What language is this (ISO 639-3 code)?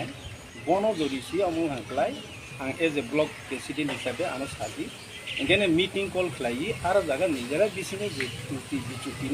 trp